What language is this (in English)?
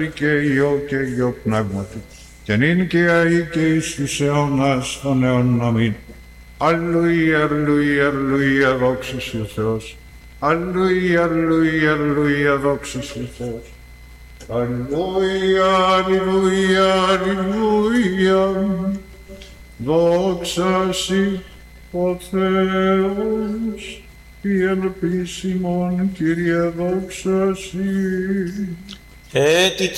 Greek